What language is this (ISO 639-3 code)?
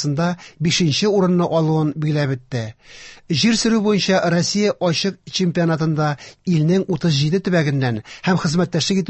tat